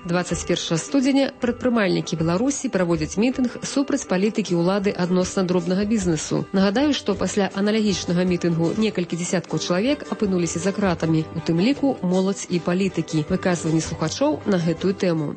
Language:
Belarusian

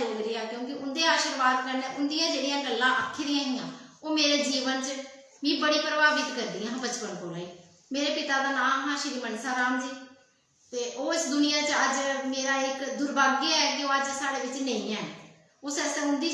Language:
Dogri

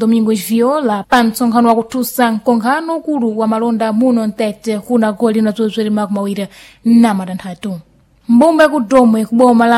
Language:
Sena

